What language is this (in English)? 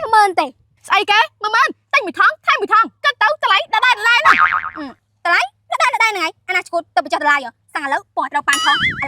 Khmer